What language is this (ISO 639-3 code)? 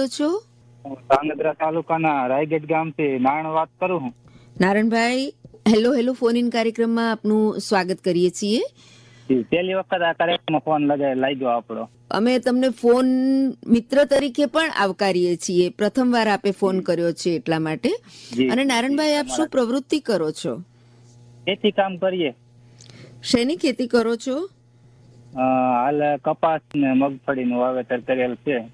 guj